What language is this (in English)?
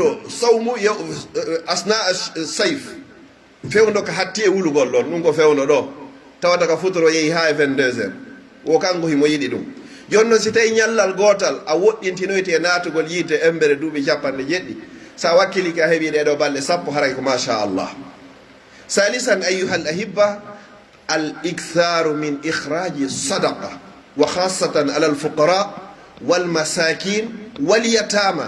Pular